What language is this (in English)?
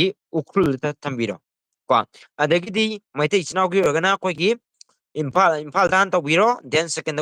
Manipuri